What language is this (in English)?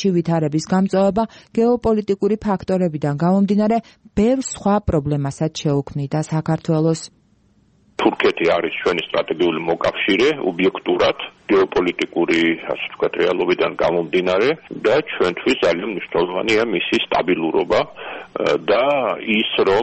Georgian